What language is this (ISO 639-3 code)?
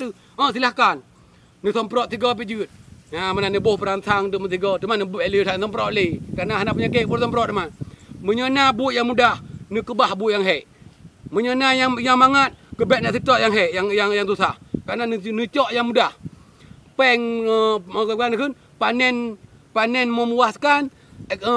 ace